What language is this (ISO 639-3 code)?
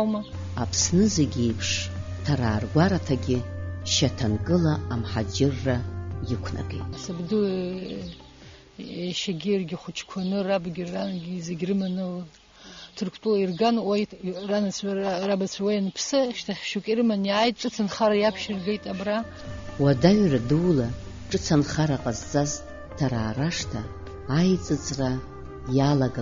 abk